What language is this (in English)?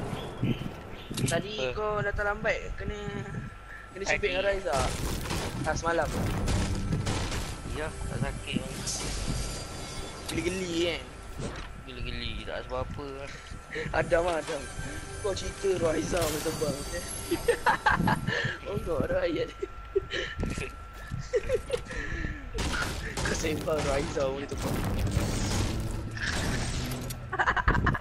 Malay